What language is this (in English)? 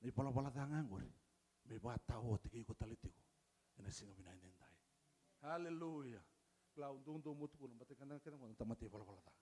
Fijian